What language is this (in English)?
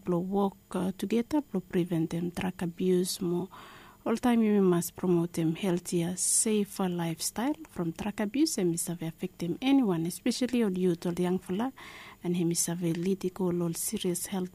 Bislama